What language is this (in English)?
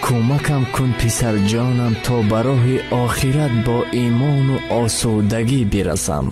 Tajik